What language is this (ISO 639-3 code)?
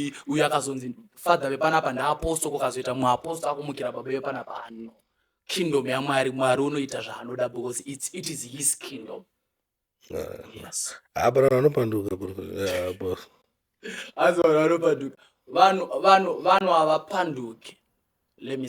sna